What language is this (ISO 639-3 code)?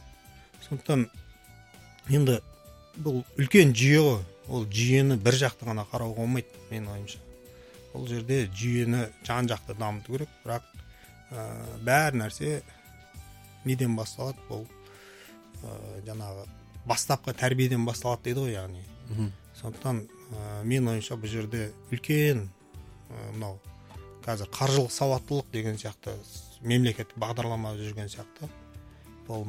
kaz